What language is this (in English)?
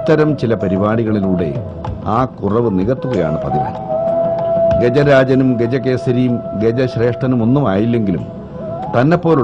Malayalam